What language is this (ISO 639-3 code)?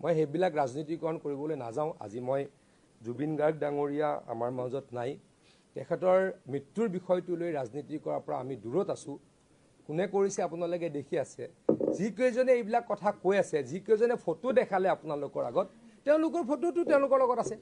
asm